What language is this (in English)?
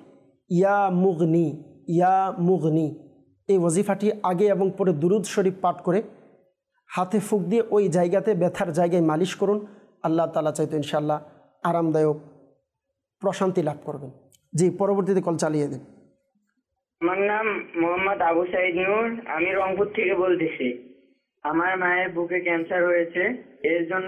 Bangla